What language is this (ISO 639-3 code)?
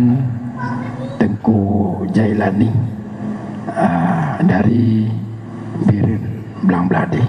ace